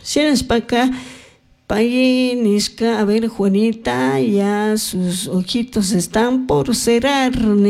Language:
Chimborazo Highland Quichua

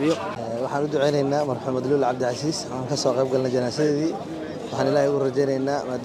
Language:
Somali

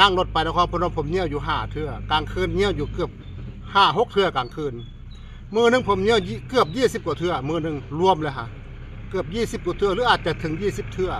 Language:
Northeastern Thai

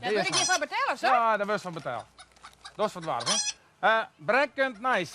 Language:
Western Frisian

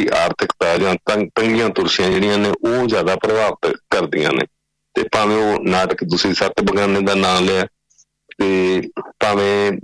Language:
Punjabi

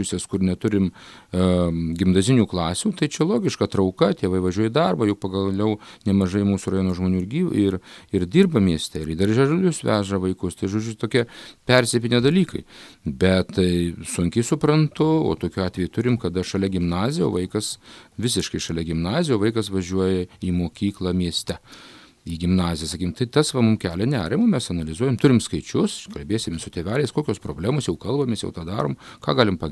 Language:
Lithuanian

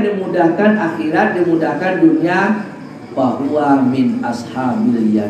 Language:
Minangkabau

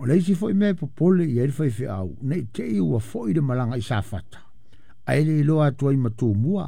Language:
Samoan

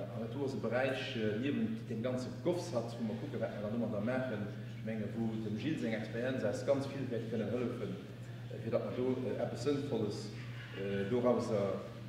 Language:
Luxembourgish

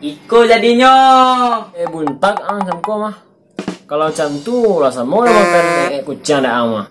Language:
Minangkabau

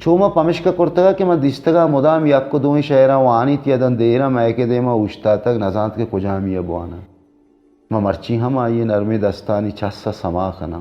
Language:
Baluchi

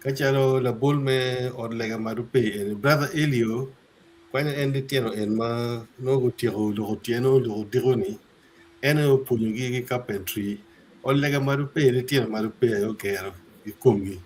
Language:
Acoli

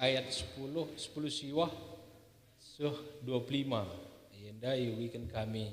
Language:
Batak Karo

